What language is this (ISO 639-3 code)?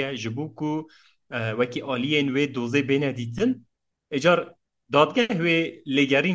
kur